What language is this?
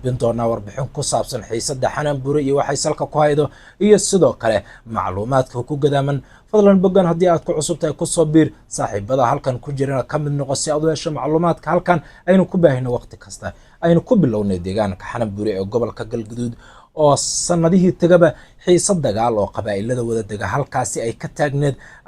Somali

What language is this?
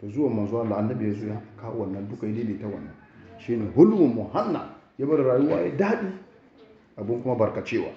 Hausa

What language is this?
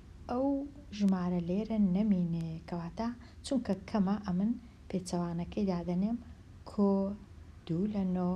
Central Kurdish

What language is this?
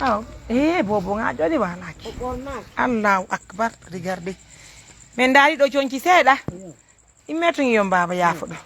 Fula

